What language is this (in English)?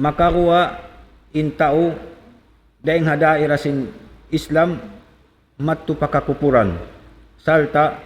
Tausug